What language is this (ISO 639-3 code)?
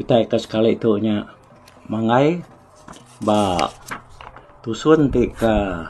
iba